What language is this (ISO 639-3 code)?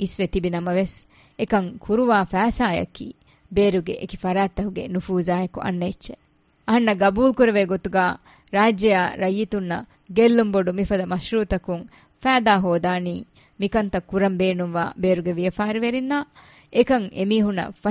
div